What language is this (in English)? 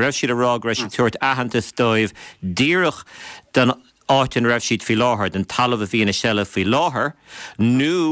Irish